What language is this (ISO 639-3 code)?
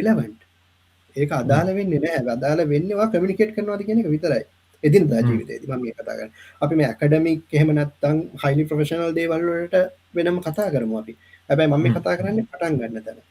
sin